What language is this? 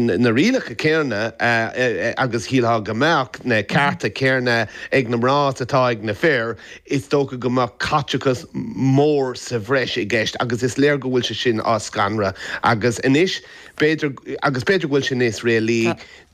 Irish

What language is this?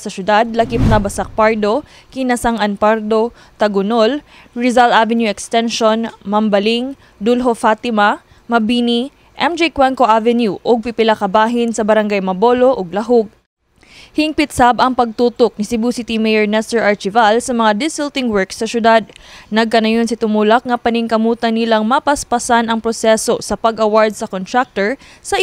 Cebuano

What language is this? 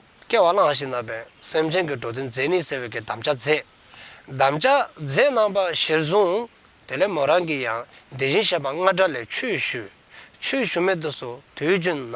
Dzongkha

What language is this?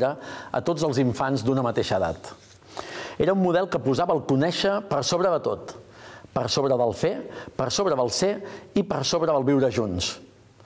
Catalan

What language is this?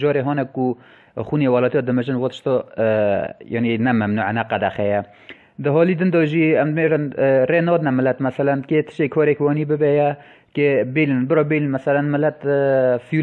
Kurdish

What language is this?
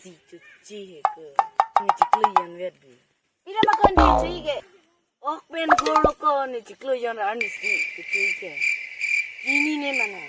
Karbi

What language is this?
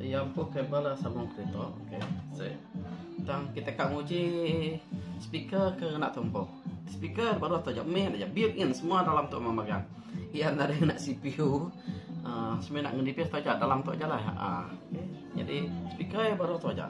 Iban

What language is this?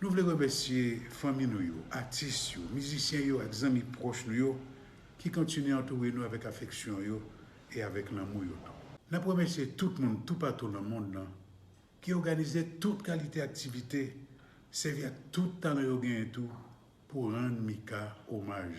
Haitian Creole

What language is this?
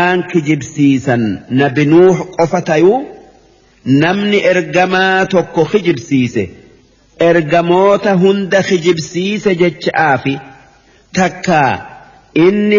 Oromo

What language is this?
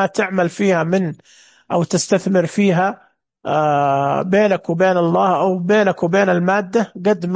Najdi Arabic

